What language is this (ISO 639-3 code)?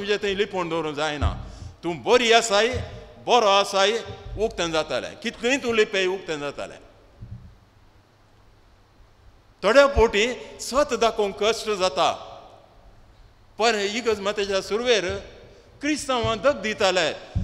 kok